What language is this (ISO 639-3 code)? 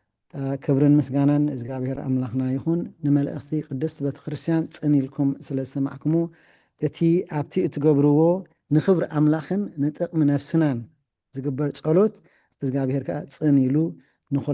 tir